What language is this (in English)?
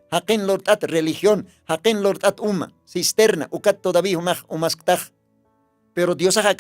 Aymara